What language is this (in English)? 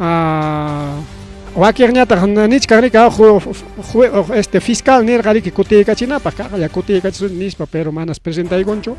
Ayacucho Quechua